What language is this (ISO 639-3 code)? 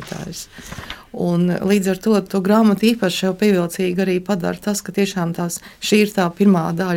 lav